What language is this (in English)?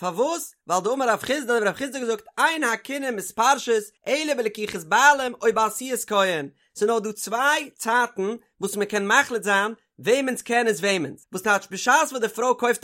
Yiddish